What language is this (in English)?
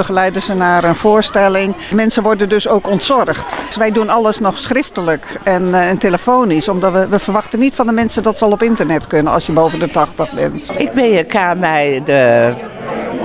Western Frisian